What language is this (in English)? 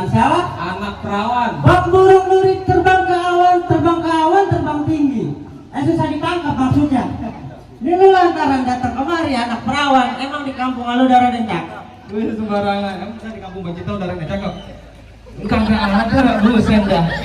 Betawi